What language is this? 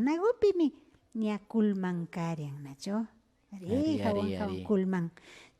Imbabura Highland Quichua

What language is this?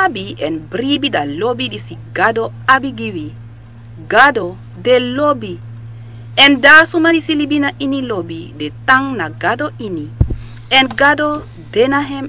Sranan Tongo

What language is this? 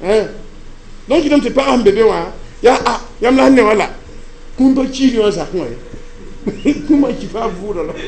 Mossi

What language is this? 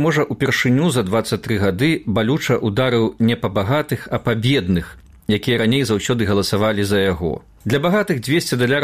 Belarusian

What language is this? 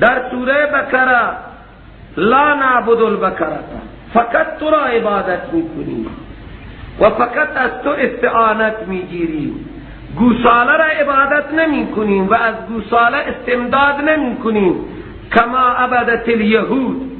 Persian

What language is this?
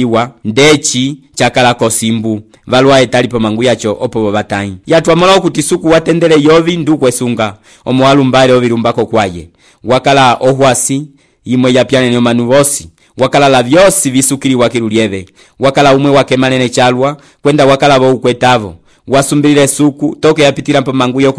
Umbundu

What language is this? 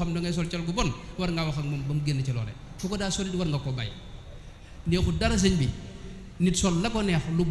Wolof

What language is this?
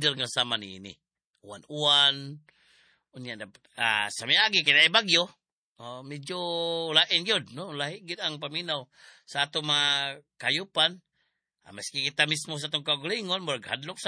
Cebuano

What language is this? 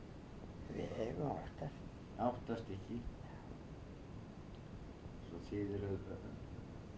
Icelandic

